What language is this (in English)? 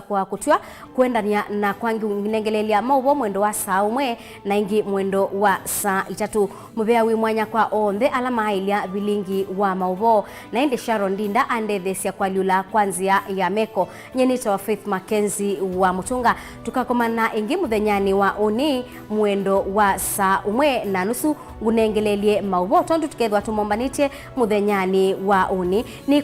Kamba